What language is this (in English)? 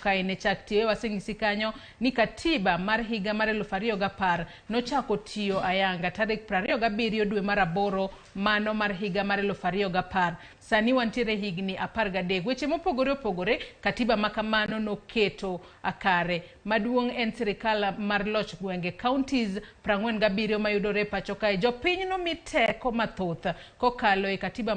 Luo (Kenya and Tanzania)